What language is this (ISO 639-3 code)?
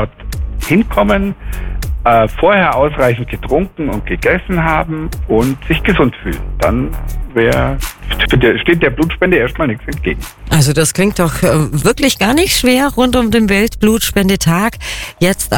deu